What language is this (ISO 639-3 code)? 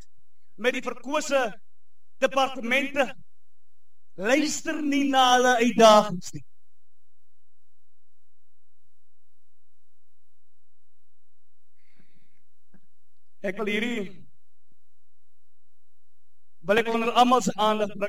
afr